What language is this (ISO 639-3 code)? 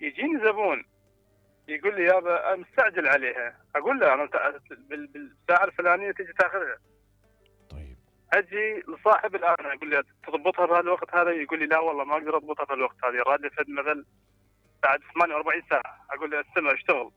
acm